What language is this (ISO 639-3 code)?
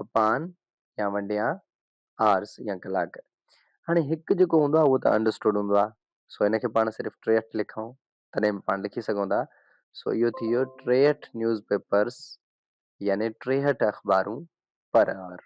snd